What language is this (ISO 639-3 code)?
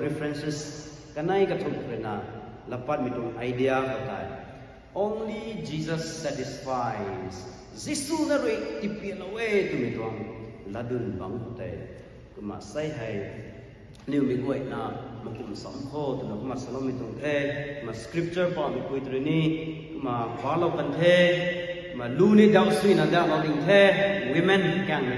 nbu